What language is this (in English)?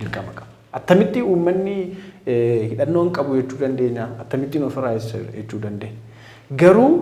Oromo